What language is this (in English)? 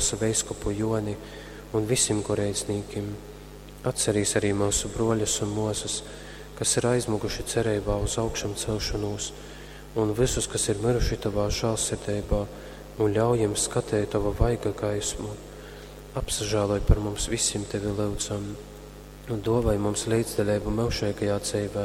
Latgalian